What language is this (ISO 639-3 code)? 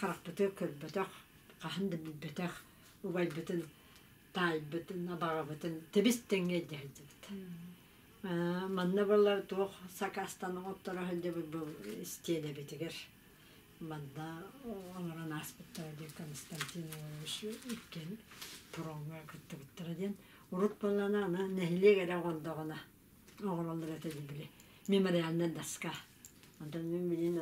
sah